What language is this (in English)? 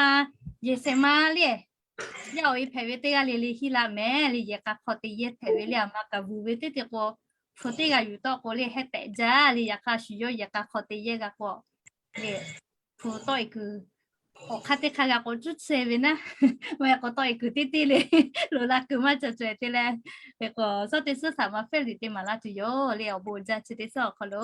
Lahu